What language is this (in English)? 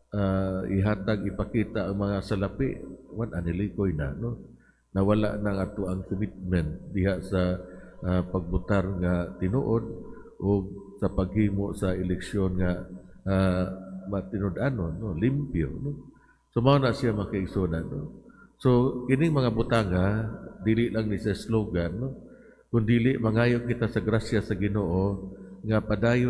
Cebuano